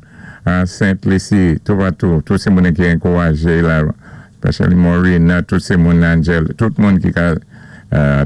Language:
Saint Lucian Creole French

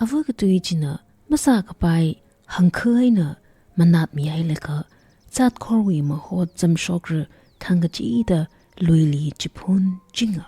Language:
Tangkhul Naga (India)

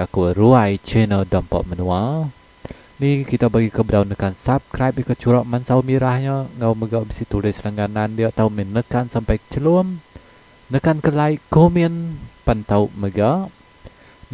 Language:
Iban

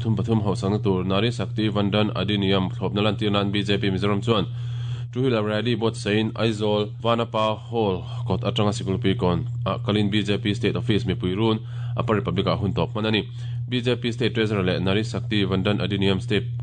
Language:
Mizo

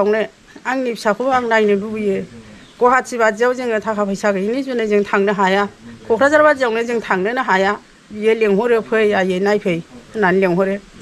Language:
Bodo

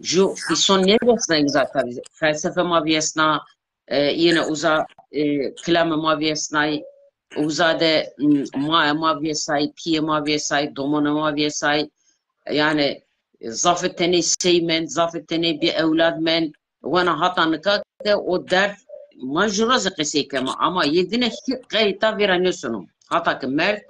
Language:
Zaza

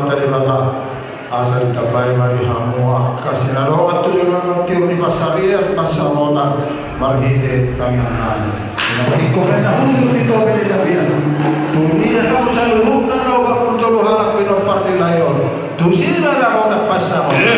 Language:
Batak Toba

